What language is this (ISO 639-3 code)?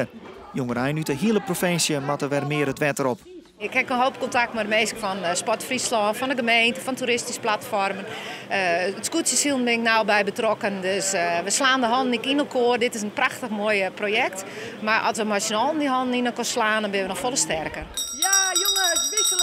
fry